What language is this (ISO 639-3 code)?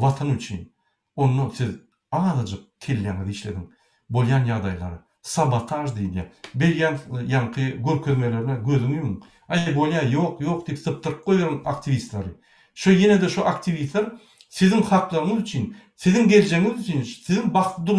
tuk